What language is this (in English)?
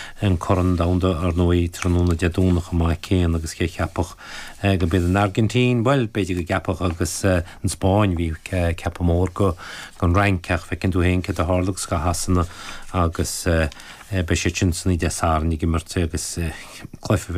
Irish